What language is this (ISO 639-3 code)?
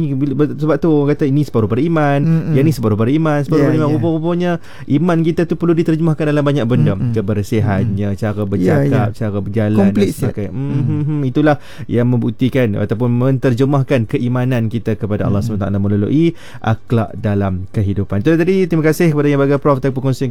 msa